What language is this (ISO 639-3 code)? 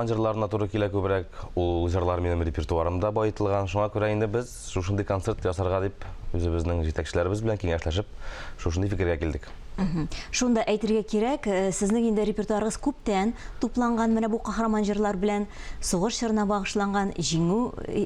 tat